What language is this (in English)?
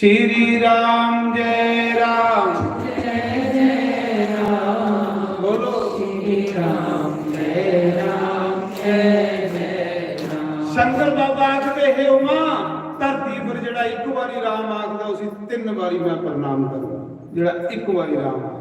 Dogri